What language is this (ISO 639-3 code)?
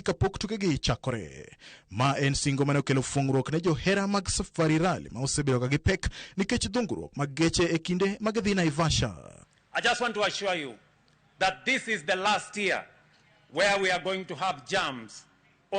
luo